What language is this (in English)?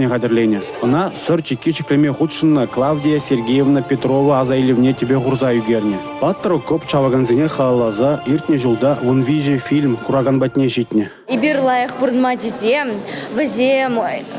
Chuvash